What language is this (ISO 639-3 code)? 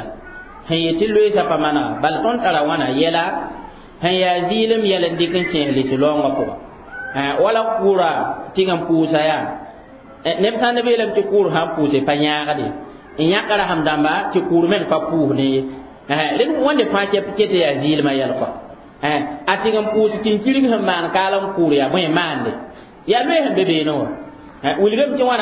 mos